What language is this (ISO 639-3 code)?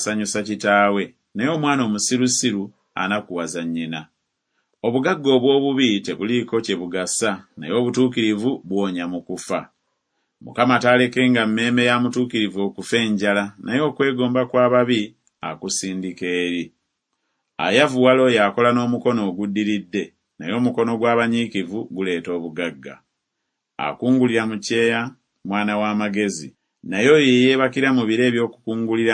lug